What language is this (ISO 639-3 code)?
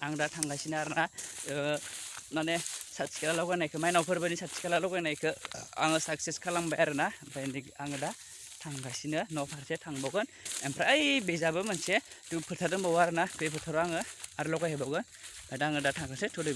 brx